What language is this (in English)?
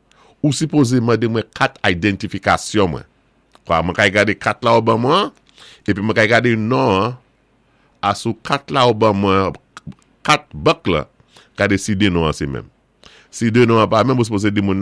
Saint Lucian Creole French